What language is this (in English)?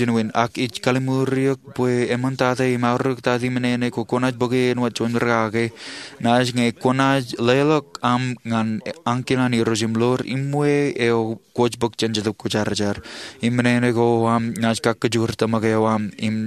Marshallese